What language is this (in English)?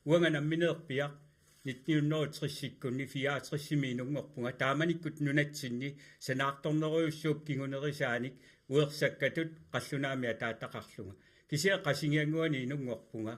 Kalaallisut